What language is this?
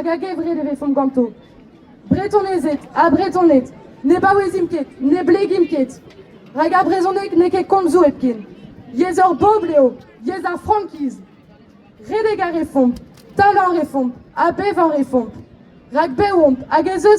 Breton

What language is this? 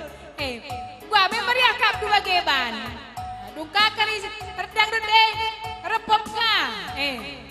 Batak Karo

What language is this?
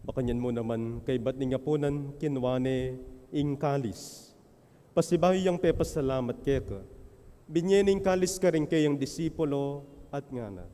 Pampanga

